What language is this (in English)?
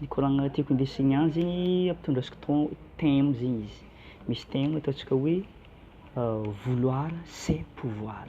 Malagasy